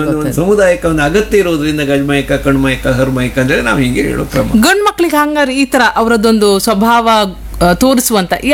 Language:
Kannada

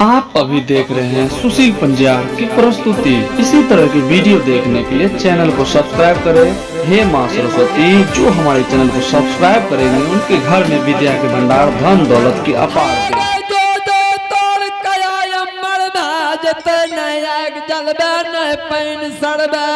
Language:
Angika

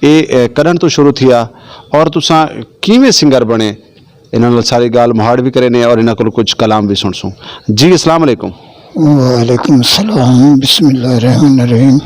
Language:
Saraiki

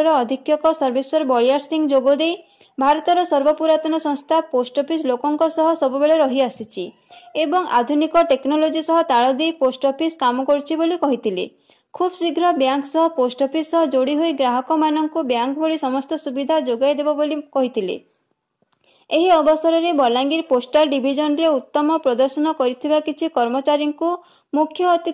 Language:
Odia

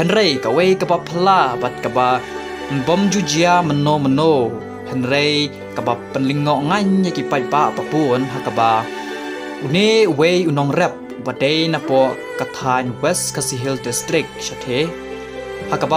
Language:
Khasi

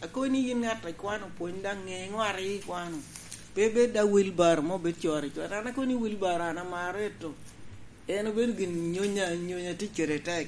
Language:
Lango (Uganda)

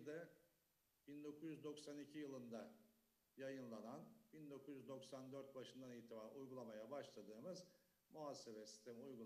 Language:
Turkish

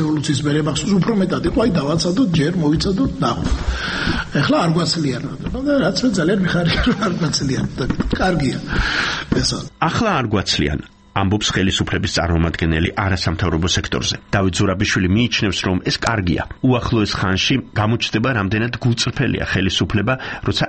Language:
Georgian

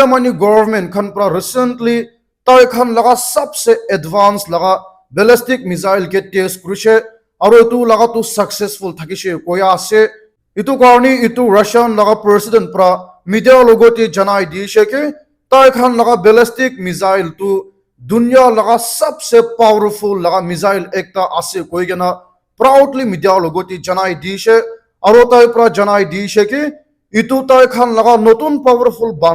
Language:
Naga Pidgin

